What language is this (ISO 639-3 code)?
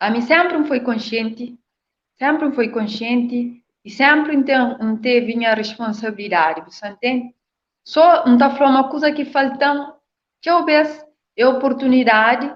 kea